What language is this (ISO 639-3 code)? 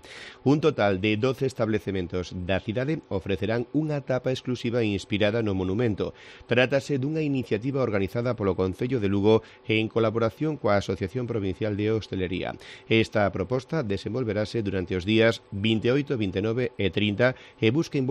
glg